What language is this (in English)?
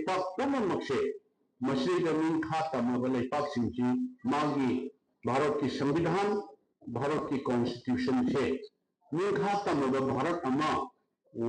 Manipuri